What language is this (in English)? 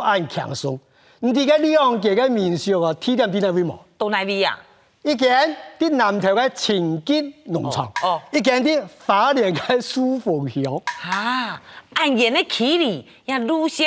Hakka Chinese